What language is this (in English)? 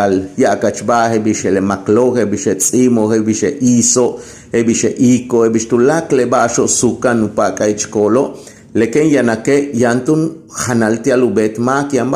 Yucateco